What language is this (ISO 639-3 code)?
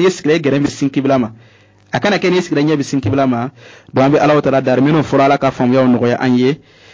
bam